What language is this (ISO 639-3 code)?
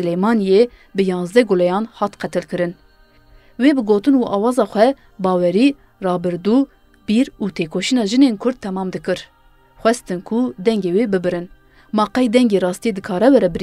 kur